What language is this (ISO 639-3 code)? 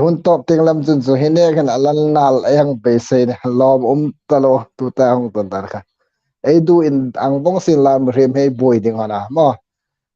hmr